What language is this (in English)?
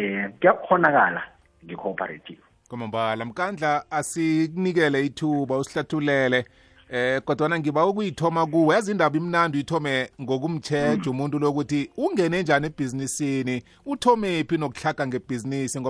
South Ndebele